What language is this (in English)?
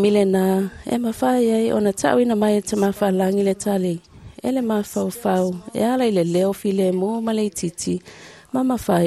Samoan